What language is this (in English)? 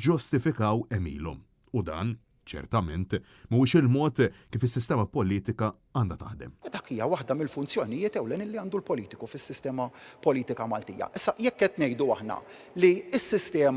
Maltese